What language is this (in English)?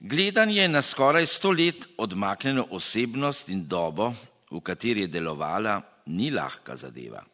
Slovenian